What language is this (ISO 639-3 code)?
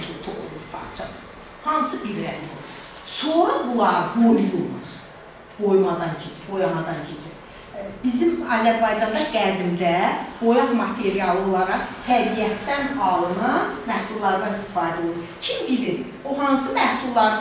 aze